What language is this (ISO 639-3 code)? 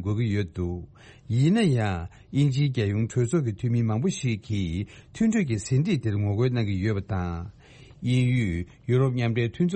bod